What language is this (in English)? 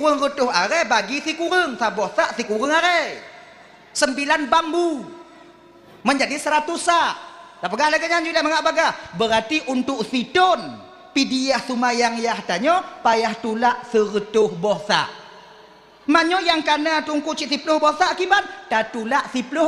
Achinese